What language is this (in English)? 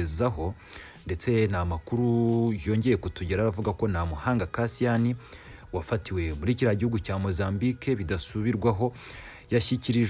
Kinyarwanda